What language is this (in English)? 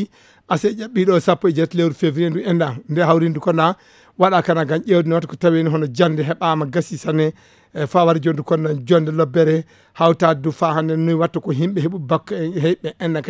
Fula